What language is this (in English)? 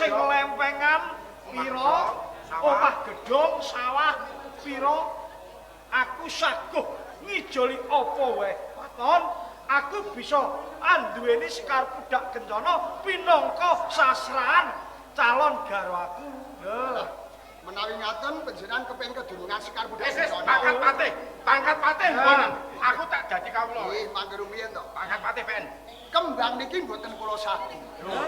Javanese